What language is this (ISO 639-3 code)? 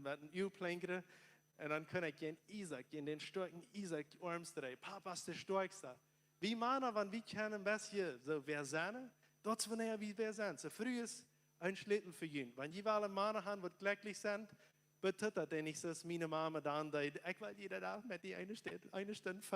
pdt